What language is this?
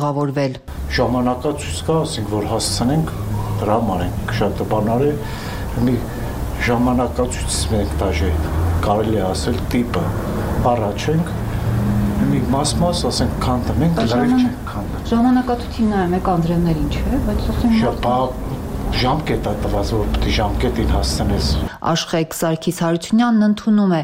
Armenian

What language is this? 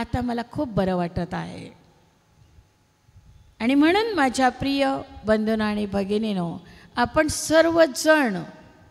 Marathi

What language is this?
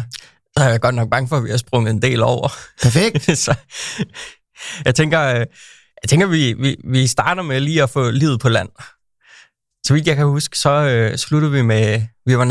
Danish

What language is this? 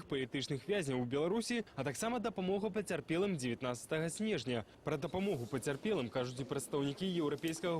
Belarusian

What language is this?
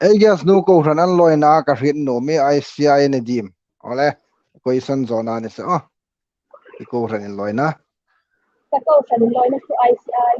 Hmar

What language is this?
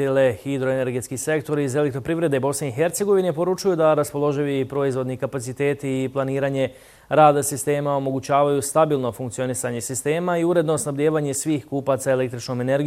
Bosnian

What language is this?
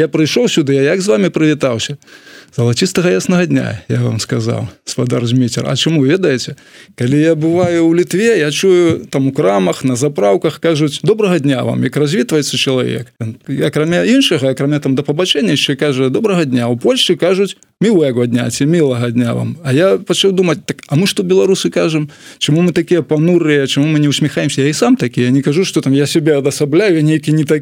Belarusian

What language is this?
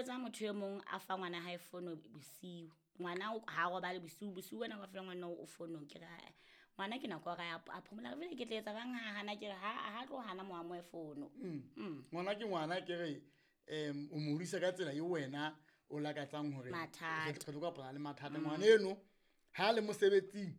Southern Sotho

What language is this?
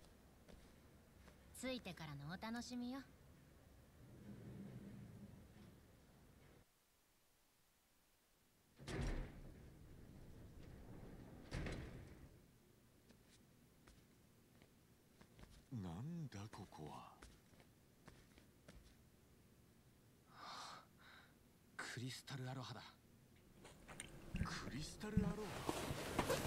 Japanese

